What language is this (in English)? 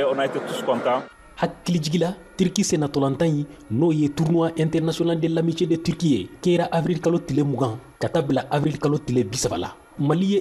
Bambara